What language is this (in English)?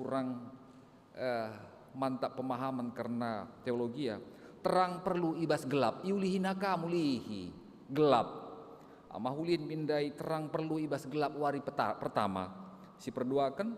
Batak Karo